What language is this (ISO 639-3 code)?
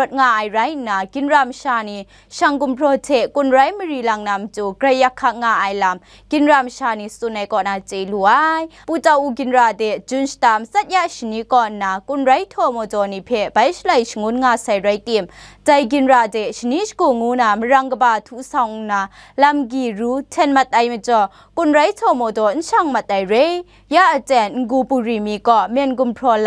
kac